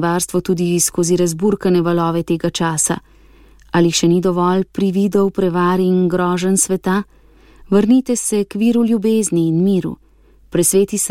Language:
Slovenian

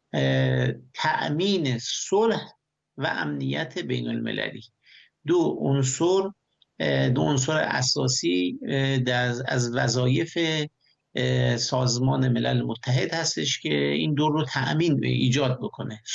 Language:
Persian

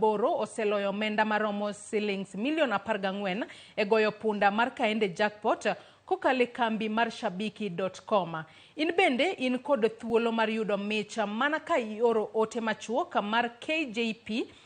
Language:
Luo (Kenya and Tanzania)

